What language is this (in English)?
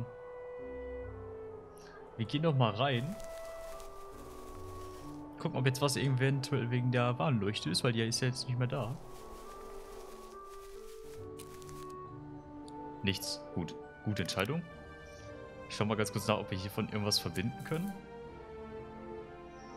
German